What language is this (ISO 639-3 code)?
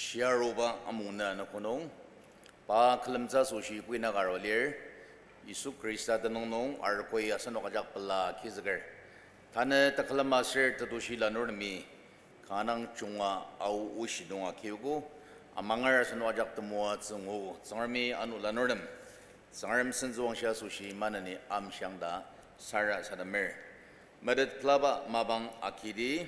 njo